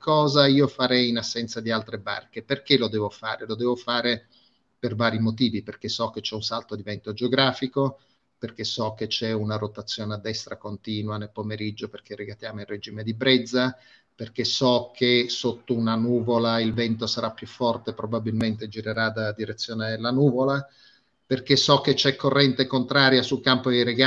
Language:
Italian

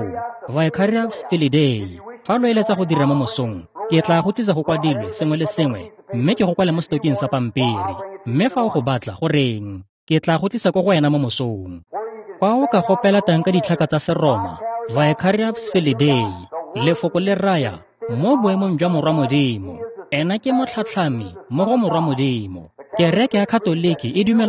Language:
Tswana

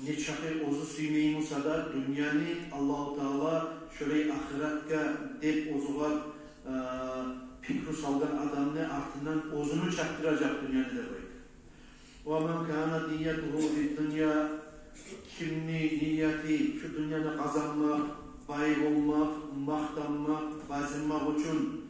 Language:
Kumyk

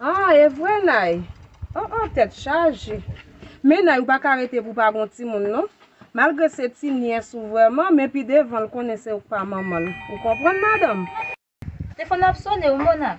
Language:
Haitian Creole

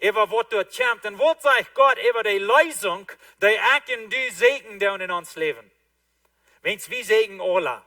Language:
Plautdietsch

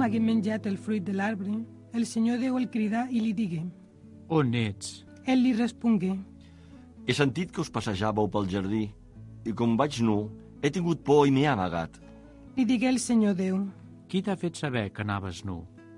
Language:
Catalan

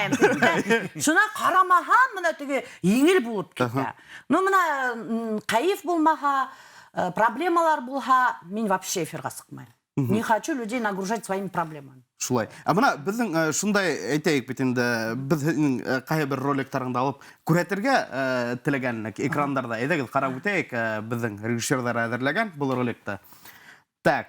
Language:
Bashkir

